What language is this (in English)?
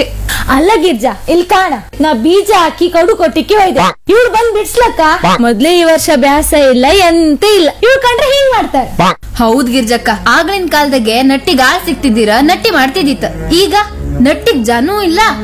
Kannada